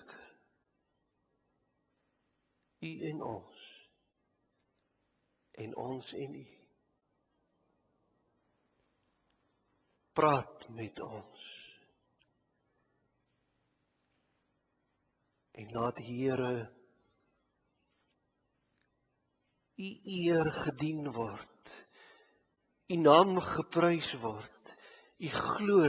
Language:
Afrikaans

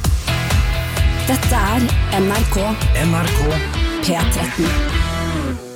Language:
Norwegian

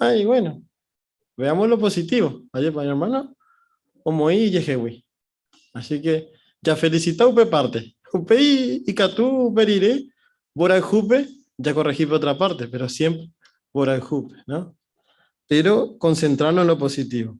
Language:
Guarani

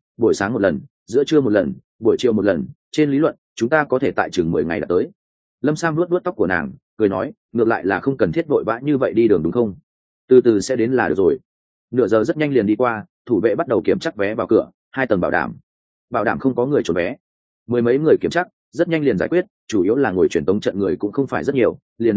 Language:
Vietnamese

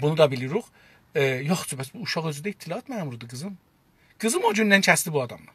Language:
South Azerbaijani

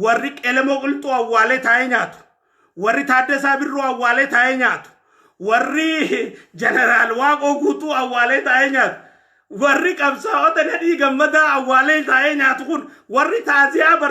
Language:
Oromo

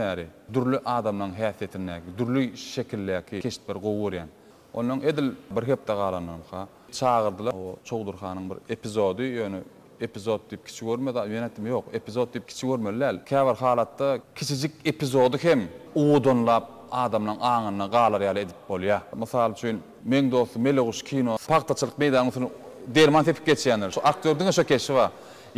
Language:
Turkmen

